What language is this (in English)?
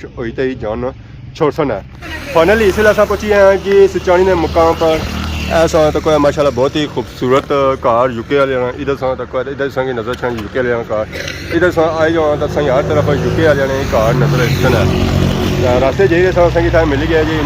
Pahari-Potwari